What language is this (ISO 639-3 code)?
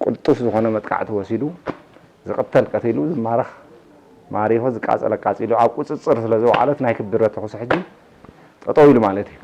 tir